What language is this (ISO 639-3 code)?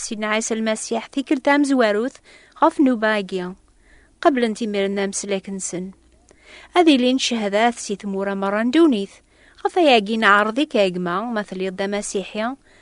kab